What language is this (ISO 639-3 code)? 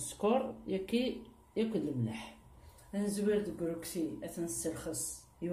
kab